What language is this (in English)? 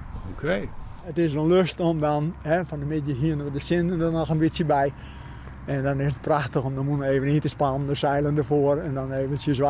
Western Frisian